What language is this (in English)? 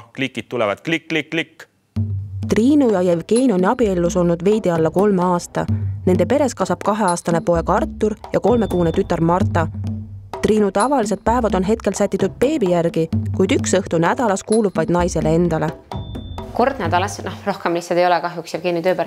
Estonian